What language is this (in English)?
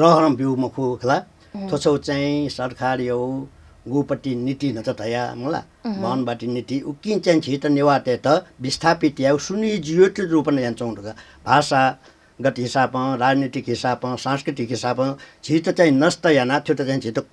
Newari